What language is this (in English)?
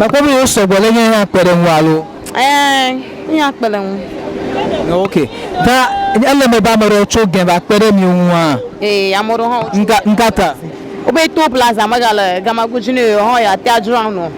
Ewe